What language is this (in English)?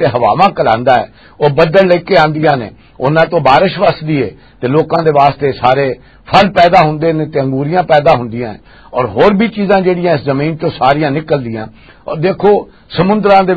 Western Panjabi